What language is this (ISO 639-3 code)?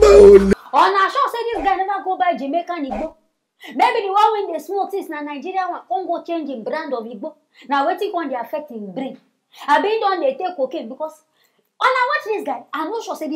pcm